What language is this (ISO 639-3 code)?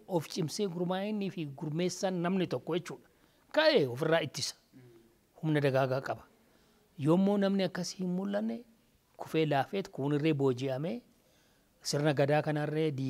orm